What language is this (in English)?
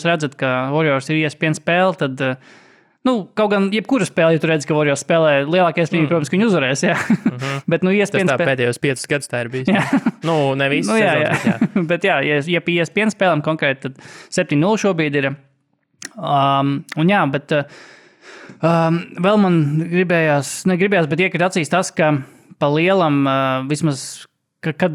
Latvian